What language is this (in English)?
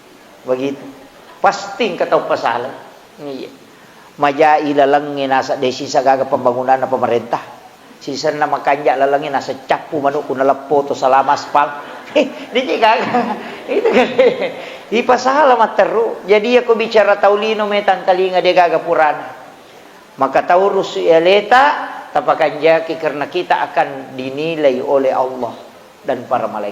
Buginese